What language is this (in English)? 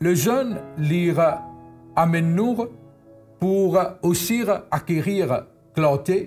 Morisyen